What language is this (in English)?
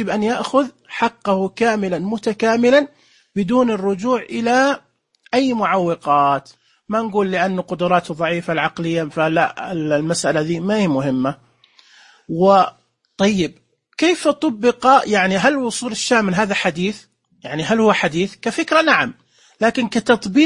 Najdi Arabic